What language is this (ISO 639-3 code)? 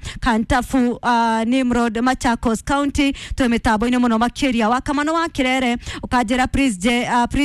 kik